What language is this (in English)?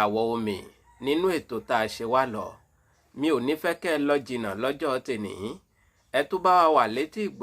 Yoruba